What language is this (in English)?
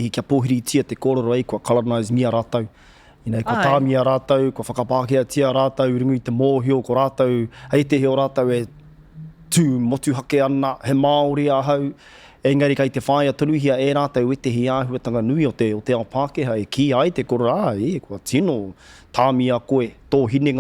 Māori